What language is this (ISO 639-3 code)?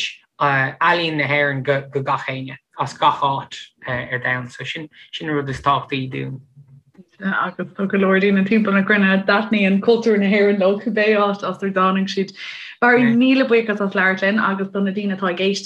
gle